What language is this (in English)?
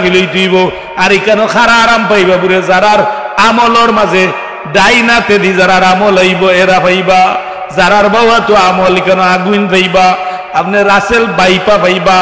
Sylheti